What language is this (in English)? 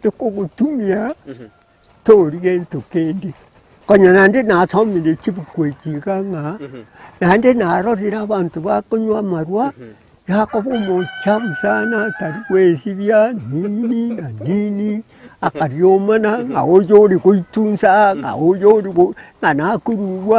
Gusii